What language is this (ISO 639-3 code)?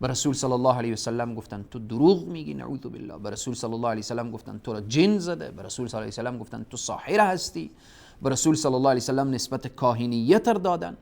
fas